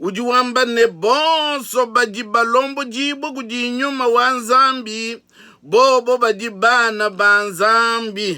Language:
Luba-Lulua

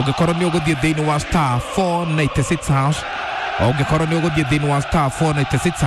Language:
Kikuyu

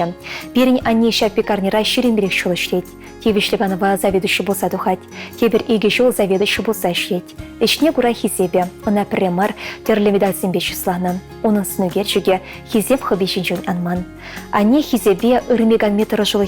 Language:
Chuvash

